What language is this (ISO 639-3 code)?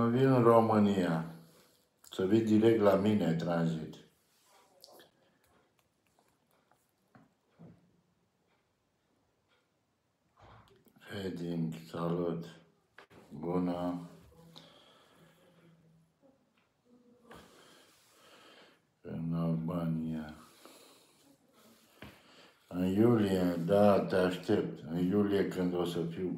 ron